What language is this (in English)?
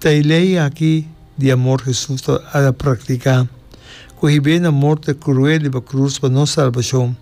Papiamento